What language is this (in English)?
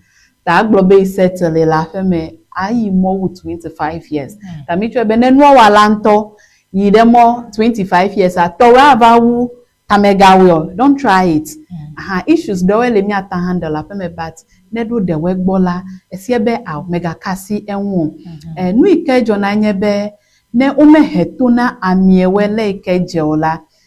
Ewe